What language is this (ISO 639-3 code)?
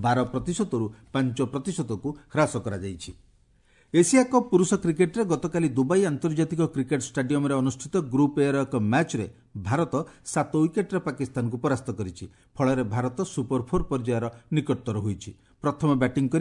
ori